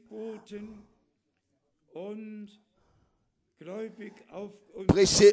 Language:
French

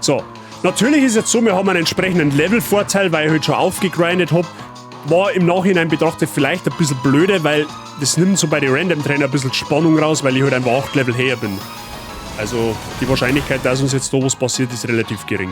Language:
Bavarian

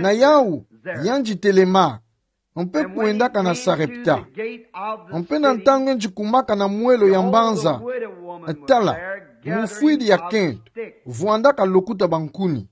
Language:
Kituba (Democratic Republic of Congo)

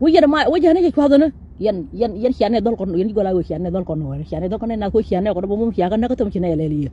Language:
Nuer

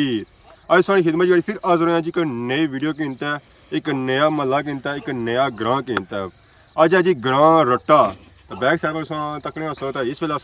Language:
Pahari-Potwari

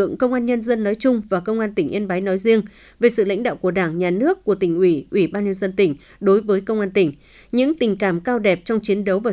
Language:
Vietnamese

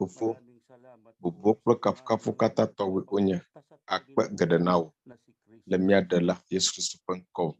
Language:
Ewe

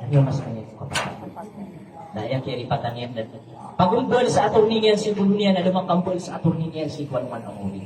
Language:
Maranao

